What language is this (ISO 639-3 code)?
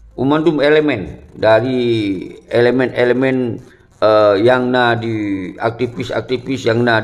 ace